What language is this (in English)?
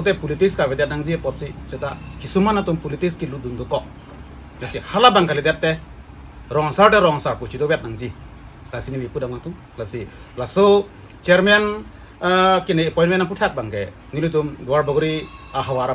Karbi